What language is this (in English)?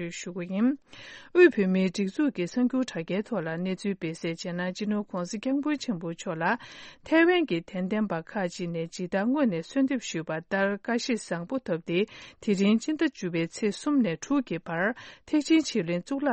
Tibetan